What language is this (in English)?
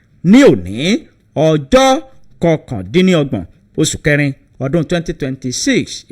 Yoruba